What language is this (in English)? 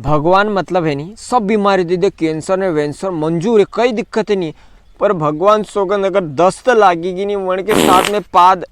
Rajasthani